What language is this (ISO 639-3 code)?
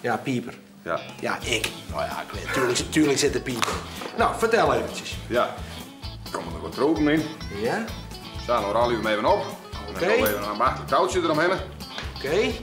fry